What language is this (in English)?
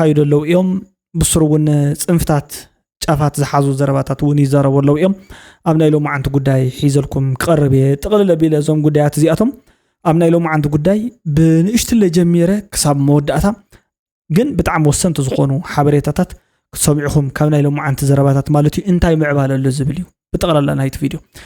Tigrinya